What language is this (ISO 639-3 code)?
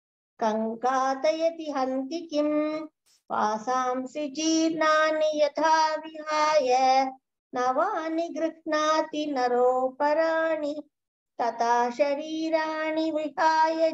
san